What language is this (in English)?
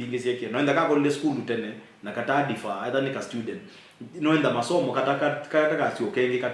Kamba